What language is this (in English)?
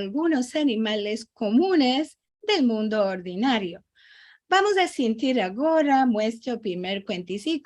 Ladino